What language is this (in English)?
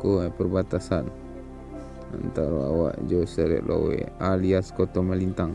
Minangkabau